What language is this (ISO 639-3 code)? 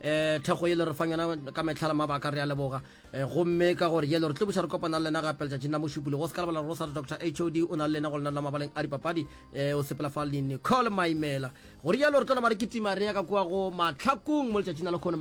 nso